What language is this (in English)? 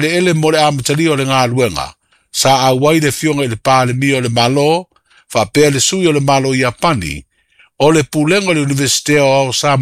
Samoan